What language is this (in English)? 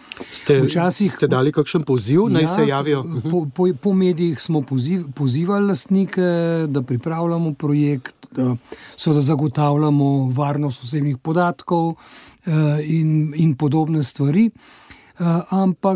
Slovenian